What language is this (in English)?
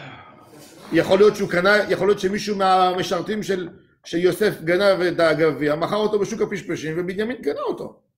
Hebrew